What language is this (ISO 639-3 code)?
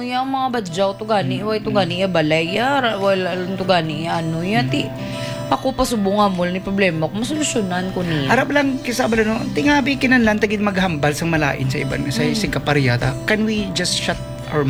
hil